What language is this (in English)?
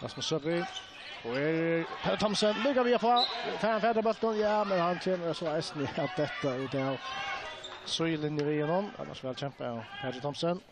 Faroese